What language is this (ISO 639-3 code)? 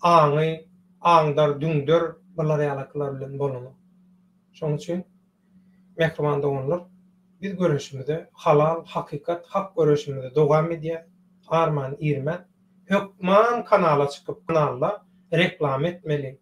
tuk